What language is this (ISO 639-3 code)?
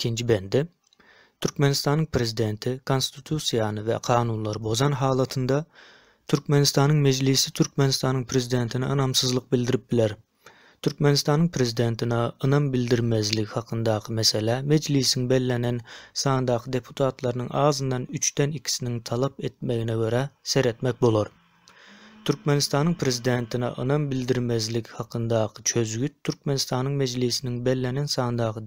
tuk